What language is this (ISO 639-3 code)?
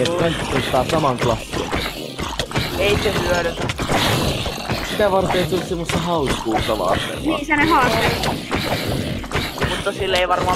fin